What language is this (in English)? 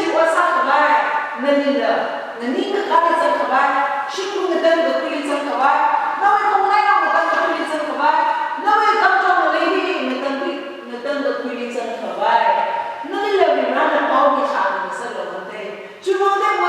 Tangkhul Naga (India)